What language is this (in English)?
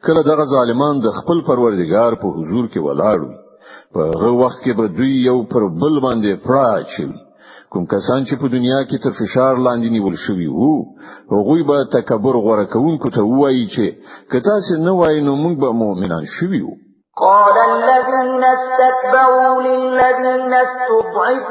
Pashto